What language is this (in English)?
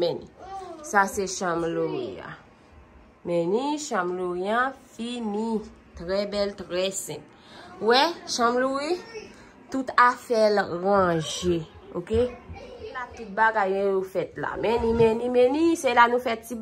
Haitian Creole